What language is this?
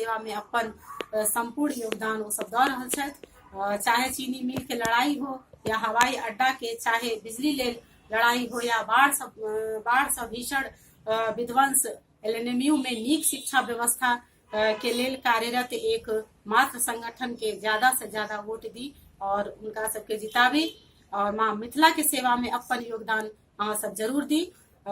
Maithili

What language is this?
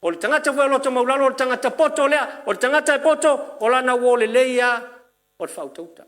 Samoan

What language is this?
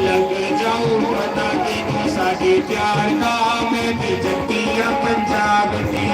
Dogri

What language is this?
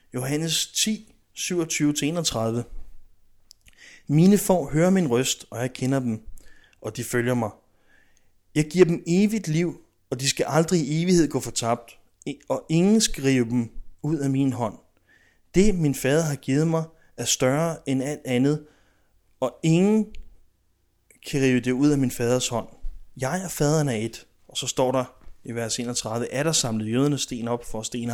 Danish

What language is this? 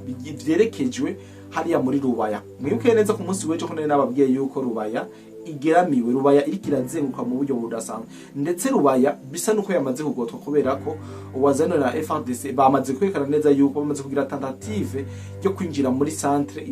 Rundi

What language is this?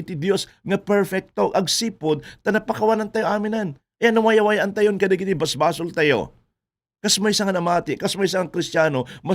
Iloko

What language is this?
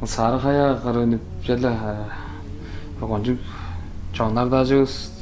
Tuvinian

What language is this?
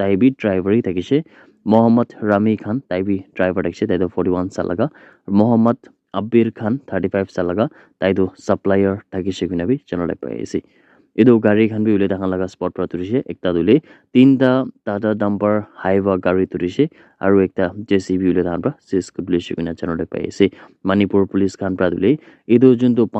Naga Pidgin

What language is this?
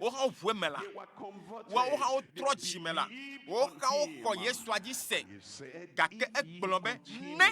Ewe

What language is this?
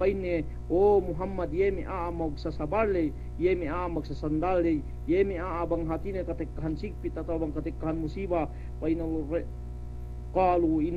Yakan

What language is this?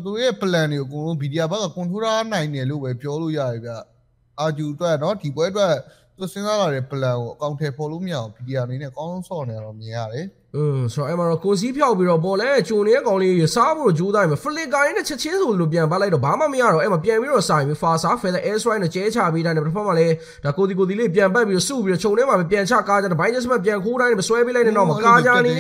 Burmese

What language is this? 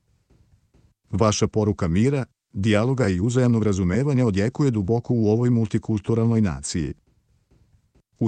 Serbian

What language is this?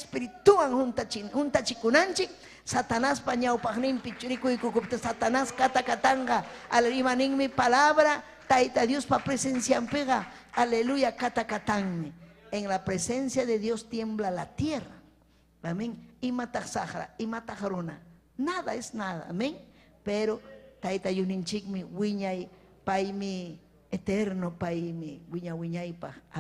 Ayacucho Quechua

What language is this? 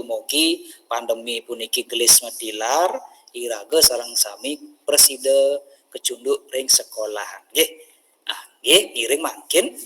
Balinese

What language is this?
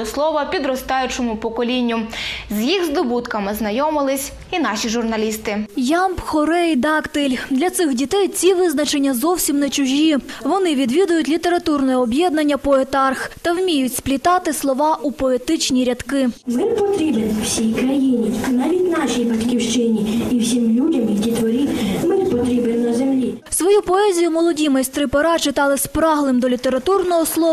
Ukrainian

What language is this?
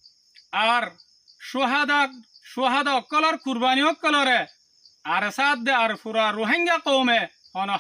Rohingya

